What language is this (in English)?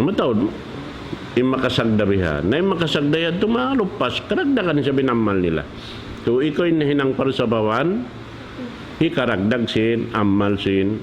Tausug